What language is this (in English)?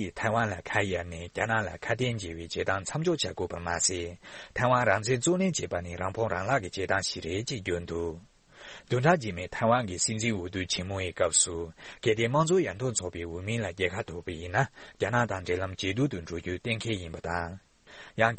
Tibetan